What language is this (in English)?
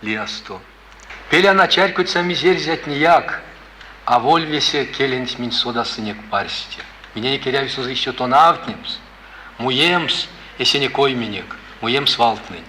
Erzya